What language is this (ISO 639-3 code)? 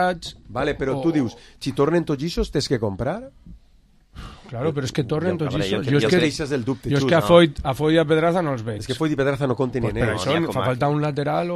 cat